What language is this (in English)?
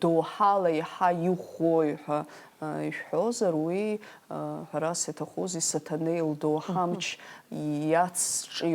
Abkhazian